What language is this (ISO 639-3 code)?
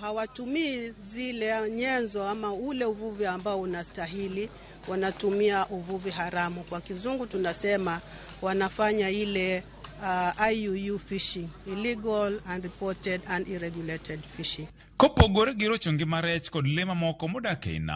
luo